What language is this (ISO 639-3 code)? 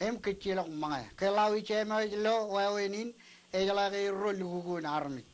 mah